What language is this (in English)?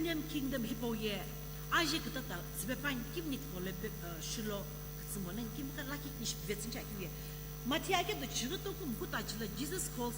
Sumi Naga